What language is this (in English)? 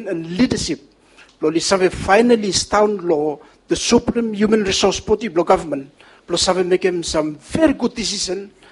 Bislama